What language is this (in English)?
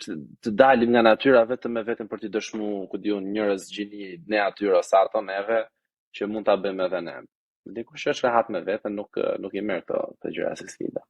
Albanian